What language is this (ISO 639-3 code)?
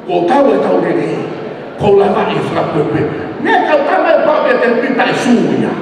ton